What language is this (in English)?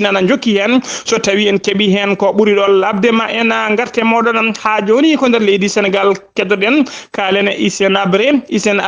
Fula